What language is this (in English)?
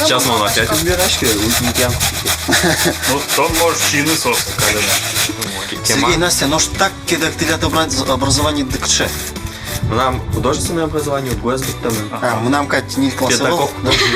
Udmurt